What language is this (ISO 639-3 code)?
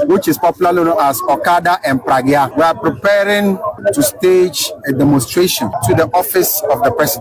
aka